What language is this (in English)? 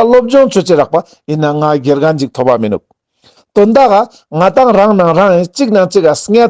Ladakhi